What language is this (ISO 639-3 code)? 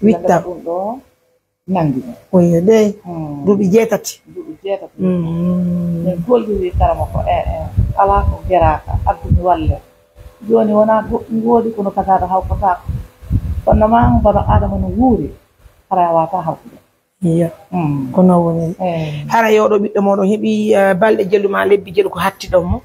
fuf